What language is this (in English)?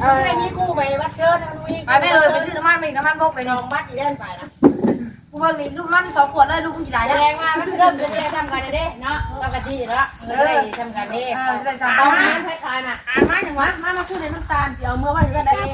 Northeastern Thai